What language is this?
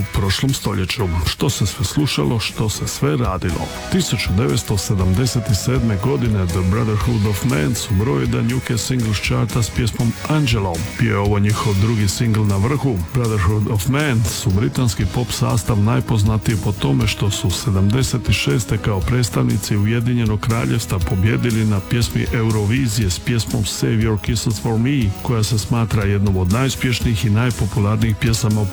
Croatian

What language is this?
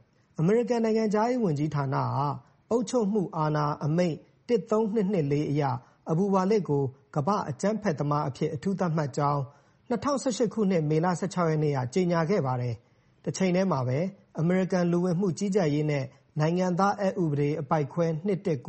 Burmese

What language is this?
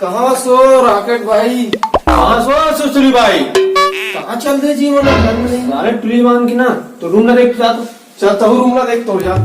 Chhattisgarhi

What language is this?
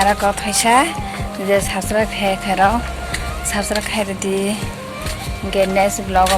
Kok Borok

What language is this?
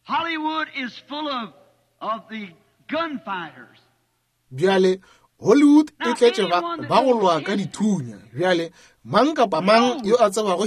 Northern Sotho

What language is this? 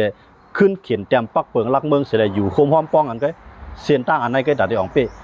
Shan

